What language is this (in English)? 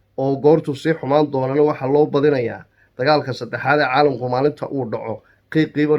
Somali